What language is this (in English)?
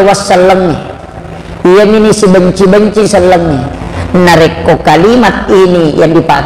Buginese